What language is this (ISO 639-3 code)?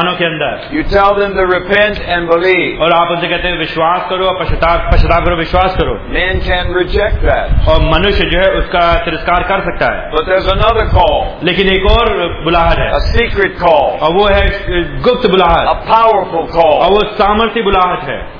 hin